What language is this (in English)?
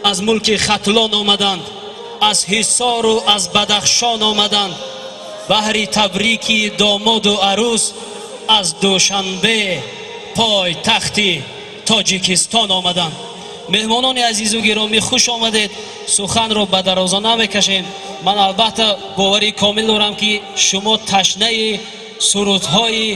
Tajik